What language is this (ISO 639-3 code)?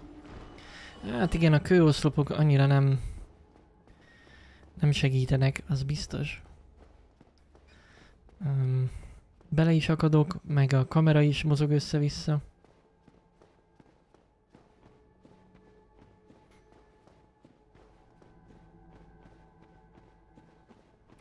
hun